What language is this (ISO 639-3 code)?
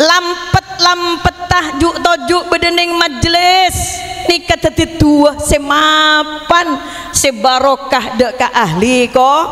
mad